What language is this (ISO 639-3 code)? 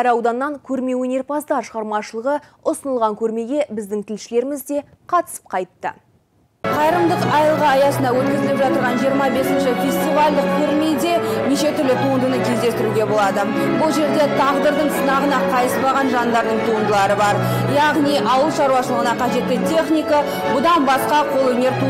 kaz